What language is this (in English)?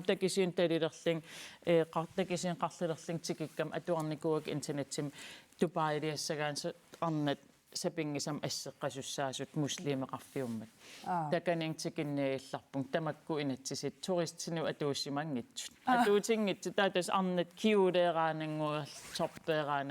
Kalaallisut